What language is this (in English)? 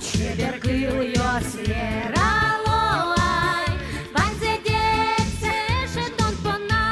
Udmurt